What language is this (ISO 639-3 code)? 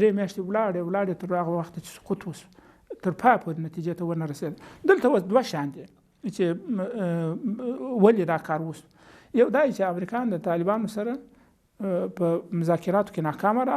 pus